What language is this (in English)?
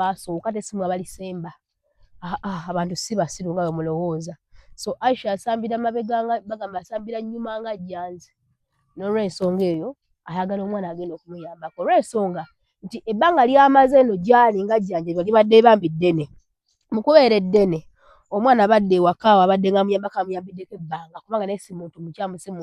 Ganda